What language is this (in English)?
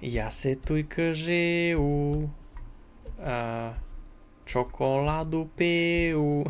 Rusyn